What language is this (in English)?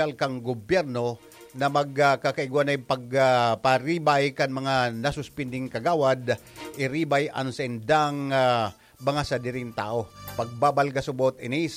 Bikol